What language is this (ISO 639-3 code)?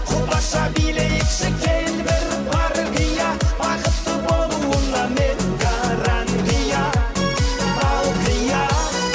kaa